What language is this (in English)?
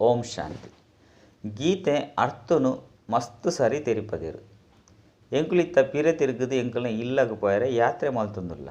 Tulu